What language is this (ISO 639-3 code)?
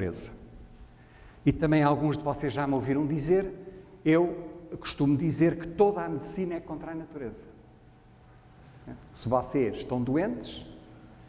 por